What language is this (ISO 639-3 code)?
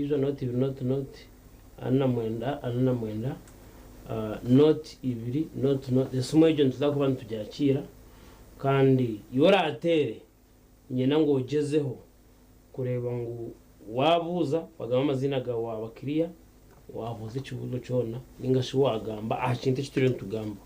nyn